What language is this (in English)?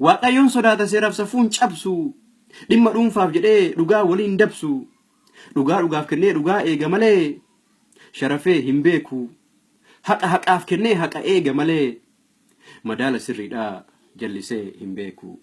Oromo